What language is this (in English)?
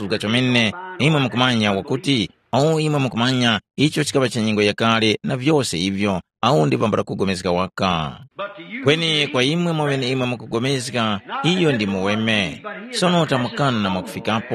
Tumbuka